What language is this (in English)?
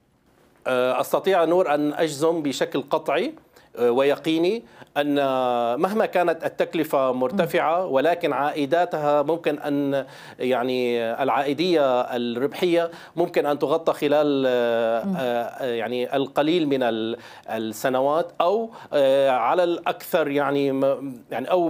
Arabic